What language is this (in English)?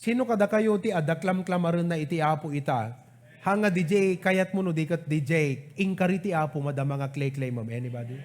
Iloko